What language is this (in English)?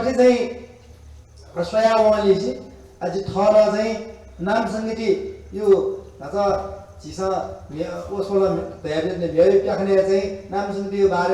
Newari